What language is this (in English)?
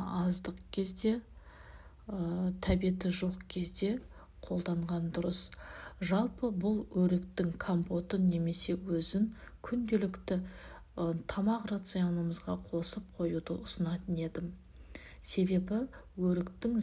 Kazakh